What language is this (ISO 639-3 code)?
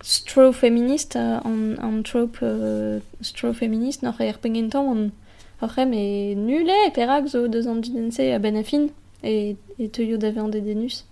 bre